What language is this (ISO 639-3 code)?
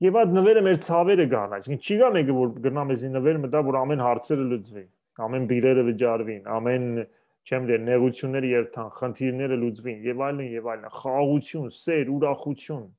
hyw